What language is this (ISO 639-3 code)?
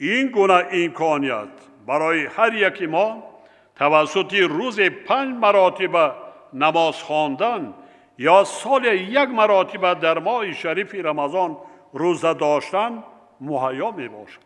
tgk